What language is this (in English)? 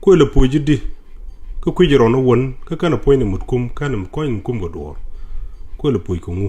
Nuer